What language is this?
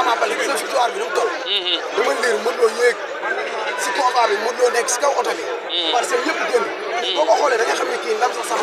Wolof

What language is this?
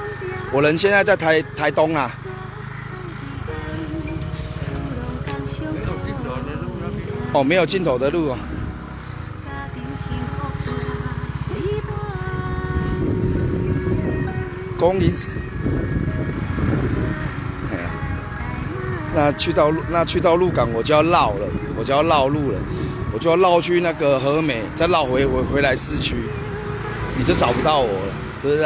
Chinese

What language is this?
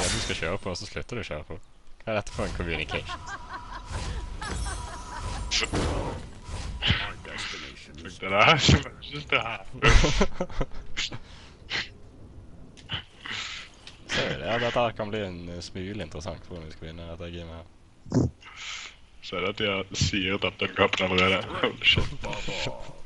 Norwegian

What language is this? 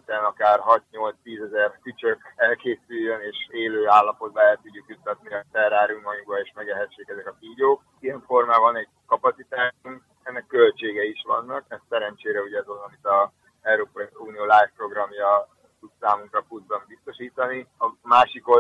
Hungarian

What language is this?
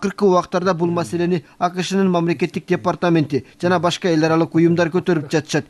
Kyrgyz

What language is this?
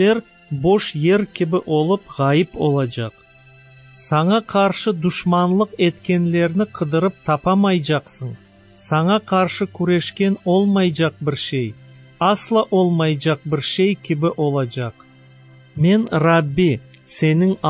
Crimean Tatar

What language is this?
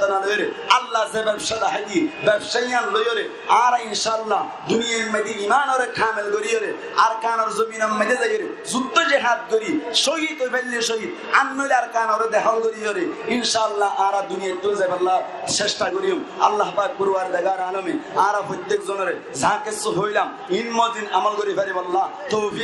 Rohingya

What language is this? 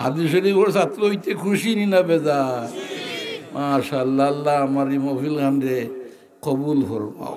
Sylheti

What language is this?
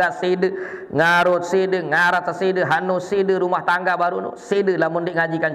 Sasak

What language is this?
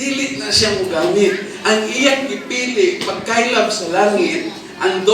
Cebuano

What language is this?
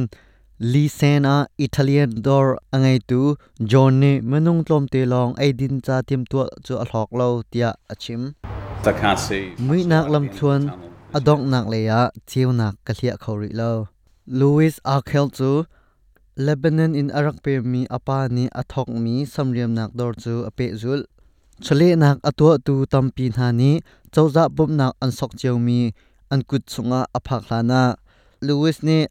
Hakha Chin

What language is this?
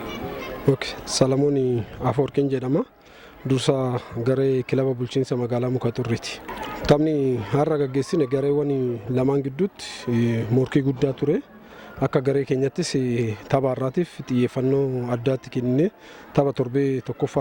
Oromo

